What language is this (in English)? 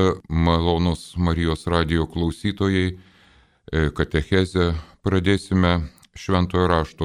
Lithuanian